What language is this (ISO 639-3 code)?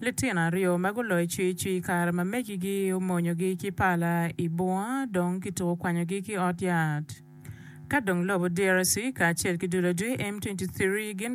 ach